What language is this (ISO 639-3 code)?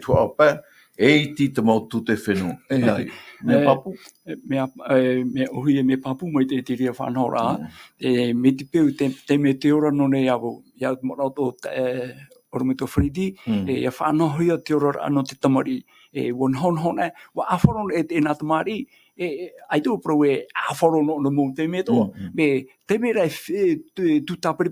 tah